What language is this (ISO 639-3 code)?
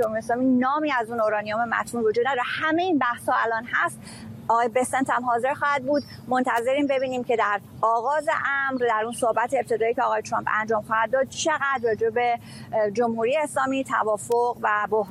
fas